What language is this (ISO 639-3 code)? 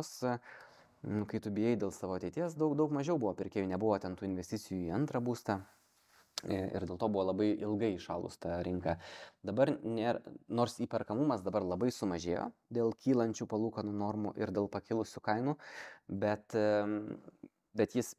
lit